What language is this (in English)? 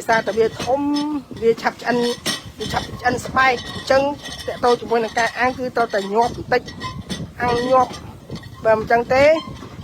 Khmer